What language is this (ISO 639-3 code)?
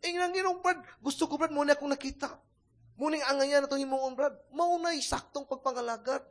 ceb